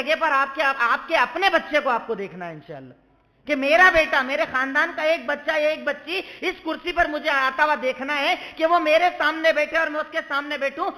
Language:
Urdu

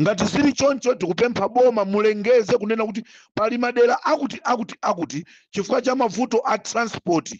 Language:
Nyanja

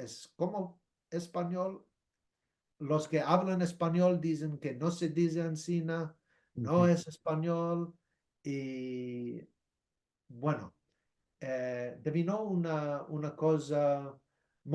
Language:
Ladino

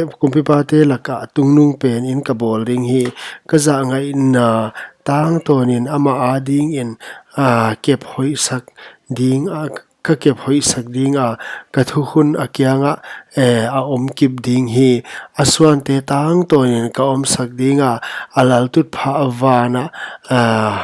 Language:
Paite Chin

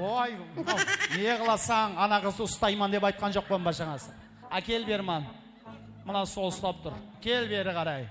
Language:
Kara-Kalpak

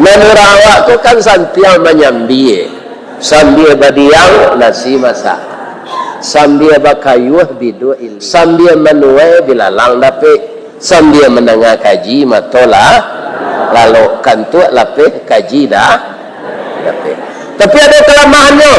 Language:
Minangkabau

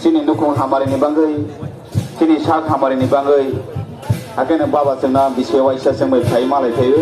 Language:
Kok Borok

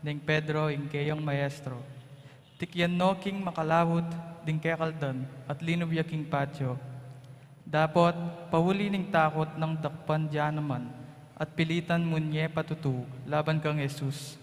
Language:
Pampanga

